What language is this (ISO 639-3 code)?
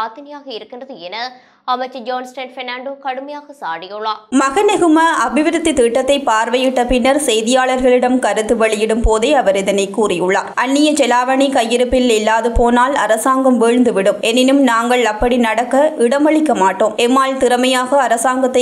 tam